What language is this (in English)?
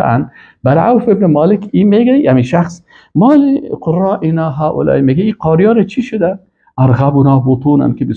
Persian